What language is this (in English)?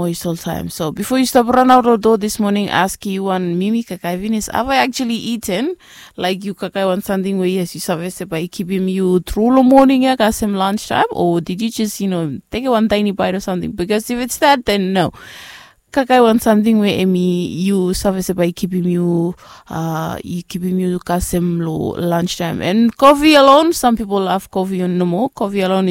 Bislama